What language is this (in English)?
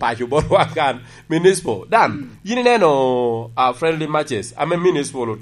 Lango (Uganda)